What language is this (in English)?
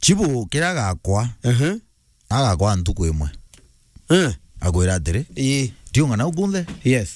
Meru